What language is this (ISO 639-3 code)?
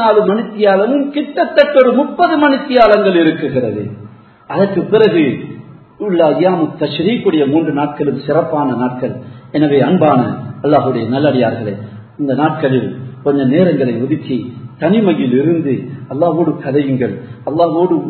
tam